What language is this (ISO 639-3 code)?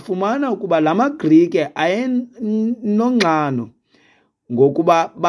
xho